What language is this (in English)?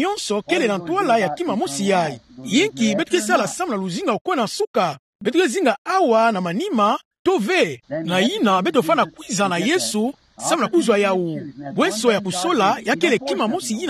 Kituba (Democratic Republic of Congo)